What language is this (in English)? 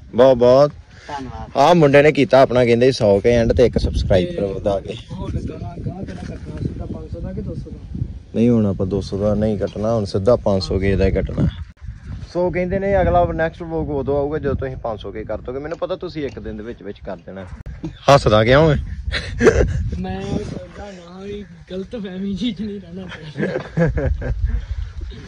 Punjabi